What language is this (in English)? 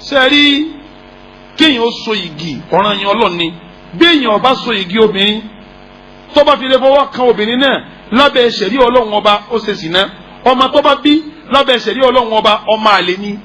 Yoruba